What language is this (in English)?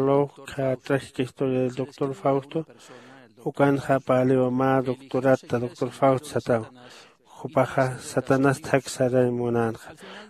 Aymara